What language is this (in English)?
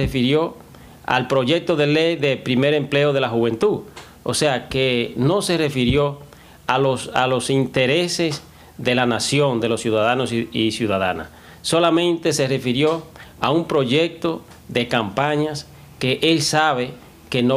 Spanish